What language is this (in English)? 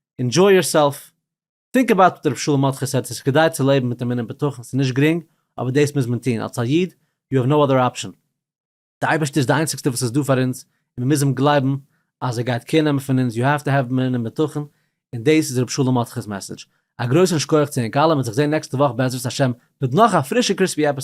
Yiddish